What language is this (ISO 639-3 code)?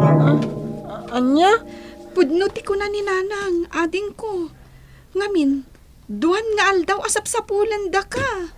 ilo